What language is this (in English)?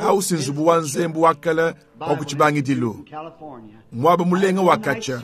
Luba-Lulua